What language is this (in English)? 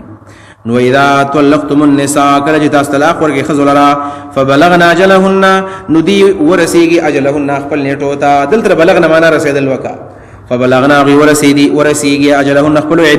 Pashto